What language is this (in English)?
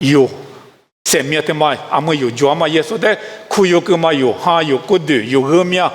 Lisu